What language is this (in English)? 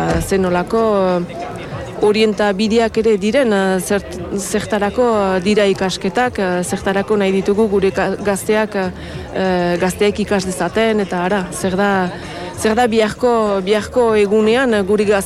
Basque